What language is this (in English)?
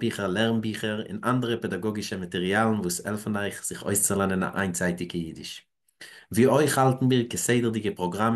Yiddish